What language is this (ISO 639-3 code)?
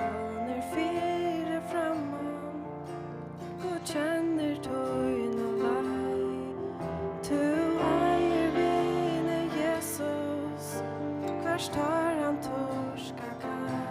fao